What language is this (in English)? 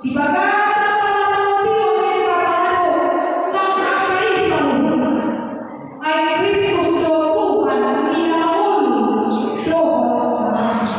Batak Toba